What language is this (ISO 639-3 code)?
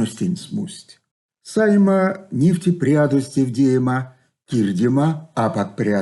myv